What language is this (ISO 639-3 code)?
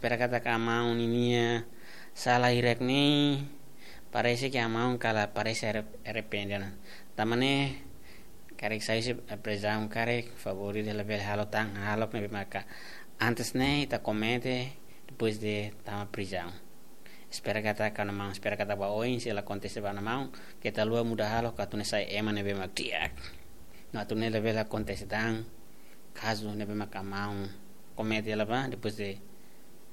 tet